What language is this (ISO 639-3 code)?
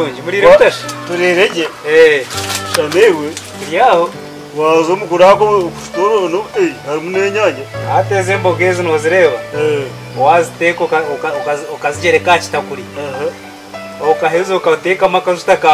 nyn